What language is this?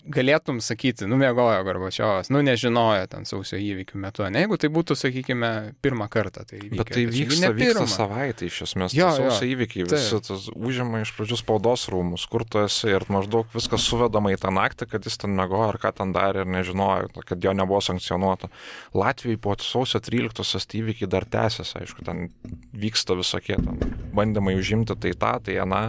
Lithuanian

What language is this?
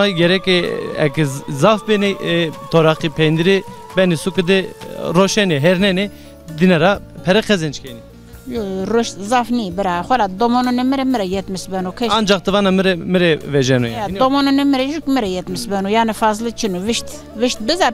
Zaza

